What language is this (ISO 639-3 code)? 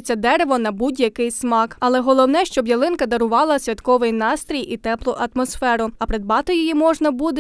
ukr